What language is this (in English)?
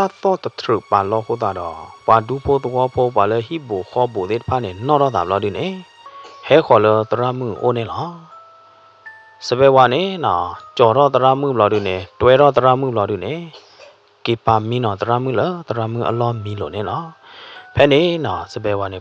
S'gaw Karen